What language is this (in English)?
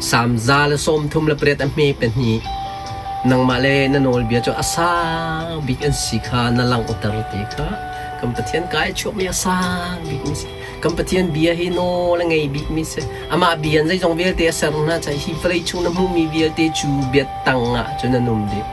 Hakha Chin